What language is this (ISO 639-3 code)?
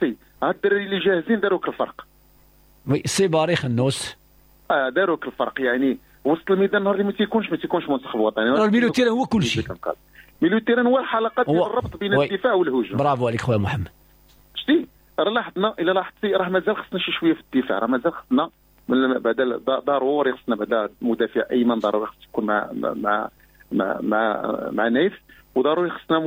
ary